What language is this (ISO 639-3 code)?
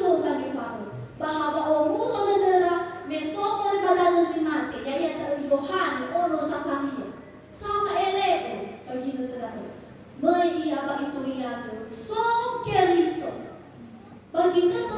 nia